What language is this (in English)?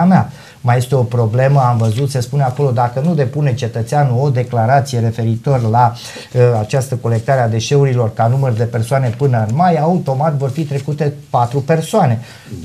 Romanian